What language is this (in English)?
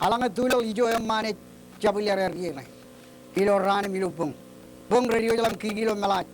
Marshallese